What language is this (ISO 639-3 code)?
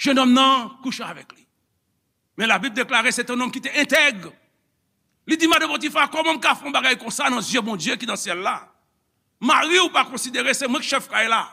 hat